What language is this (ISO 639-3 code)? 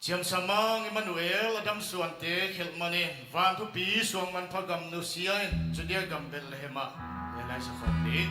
pck